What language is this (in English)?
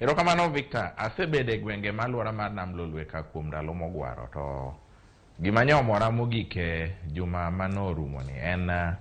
Luo (Kenya and Tanzania)